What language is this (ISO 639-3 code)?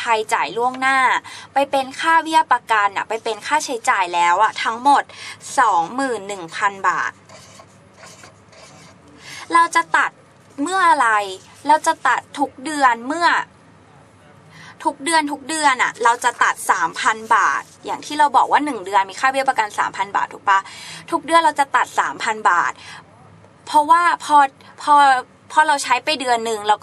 tha